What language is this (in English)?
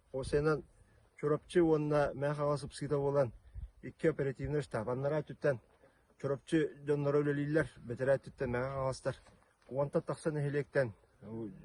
Yakut